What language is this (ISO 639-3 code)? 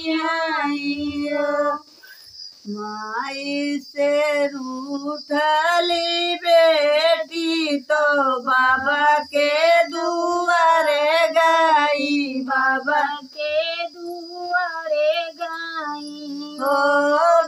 bho